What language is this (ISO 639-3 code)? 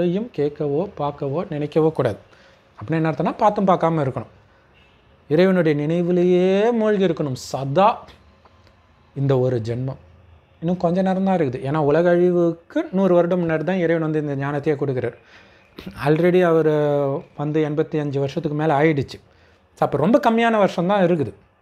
tam